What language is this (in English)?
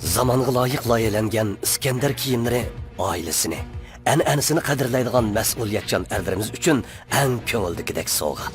Uyghur